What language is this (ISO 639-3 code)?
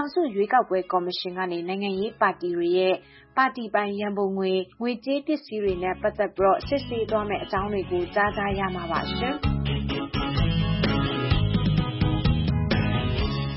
mya